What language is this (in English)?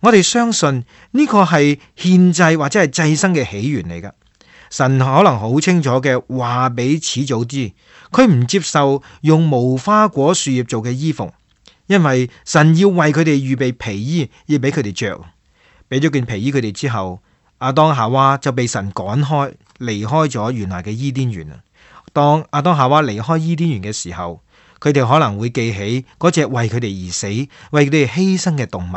Cantonese